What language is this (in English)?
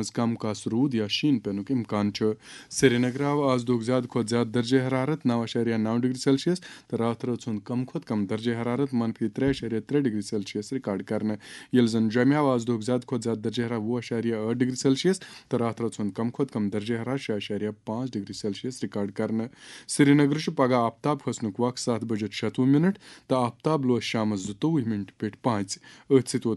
Kashmiri